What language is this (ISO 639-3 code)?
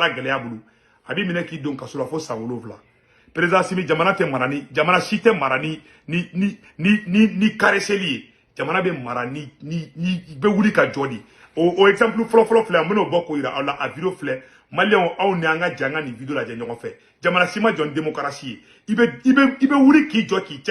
bam